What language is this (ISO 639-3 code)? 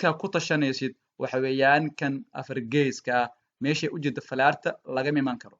som